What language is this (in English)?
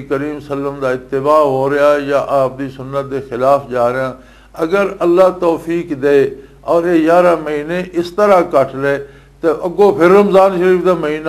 Western Panjabi